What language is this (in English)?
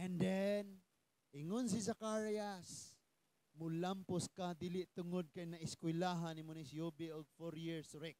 Cebuano